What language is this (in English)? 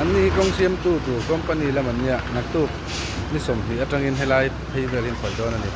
Mizo